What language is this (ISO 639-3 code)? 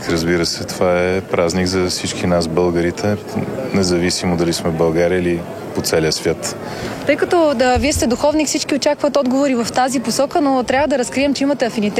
bul